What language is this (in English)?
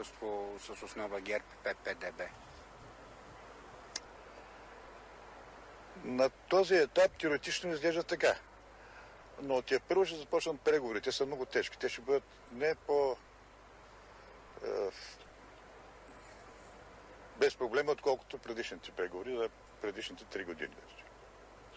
Bulgarian